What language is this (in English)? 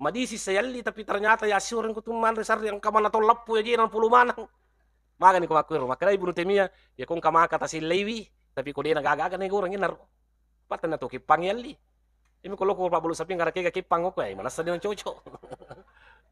Buginese